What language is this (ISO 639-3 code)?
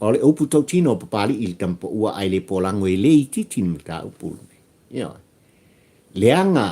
smo